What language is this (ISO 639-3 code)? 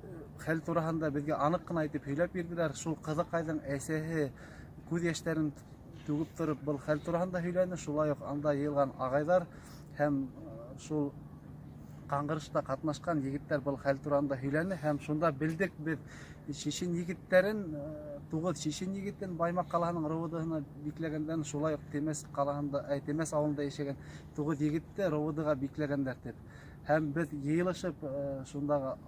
bak